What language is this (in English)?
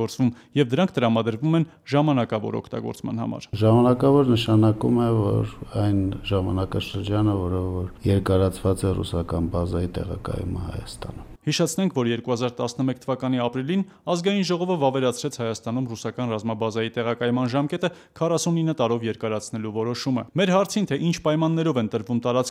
Armenian